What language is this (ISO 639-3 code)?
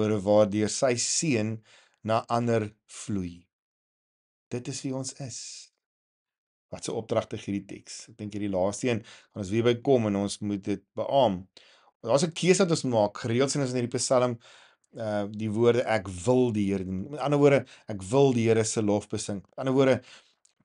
afr